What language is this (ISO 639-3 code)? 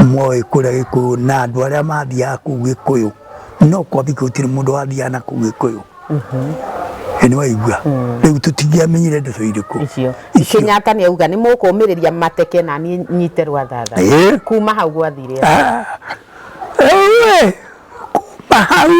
kik